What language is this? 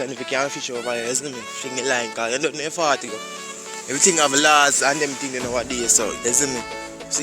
Jamaican Creole English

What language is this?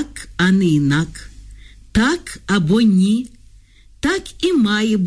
Ukrainian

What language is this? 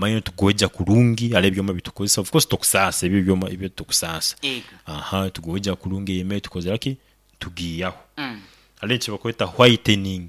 Nyankole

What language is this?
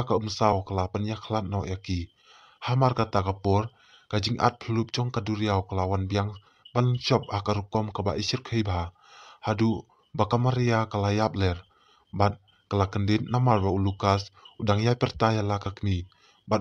Khasi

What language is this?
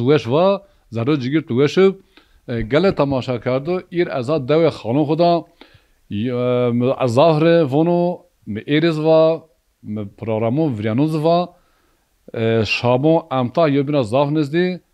Zaza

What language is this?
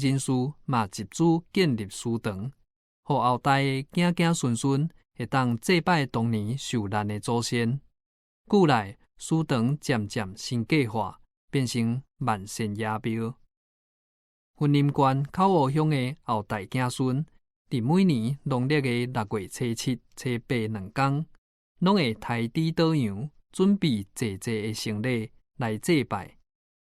Min Nan Chinese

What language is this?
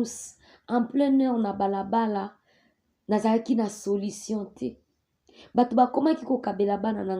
Lingala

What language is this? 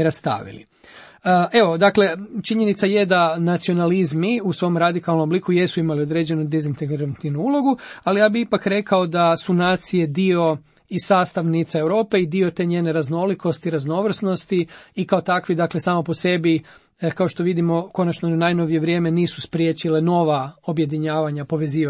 Croatian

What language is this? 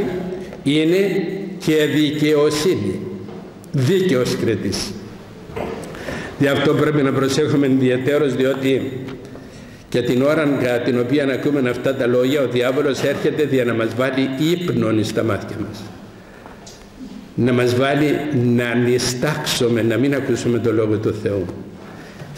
Greek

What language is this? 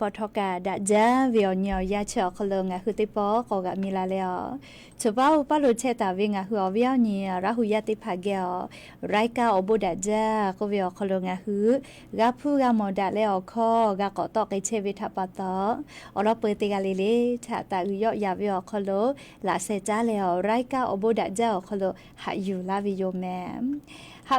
Lahu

